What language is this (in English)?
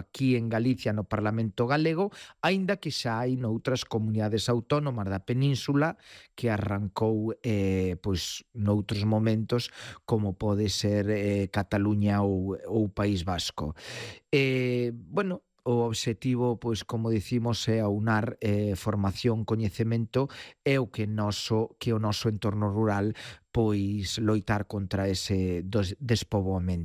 Galician